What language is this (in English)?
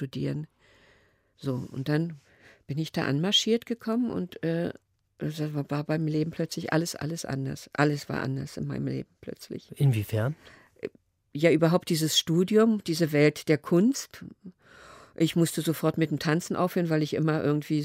German